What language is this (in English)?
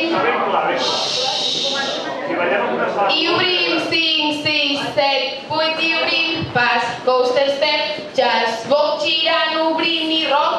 Catalan